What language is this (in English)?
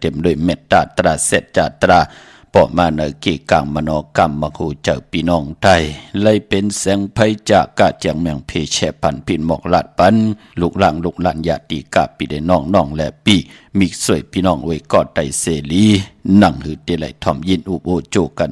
Shan